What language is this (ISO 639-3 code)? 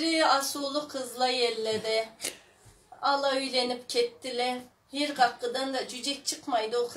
krc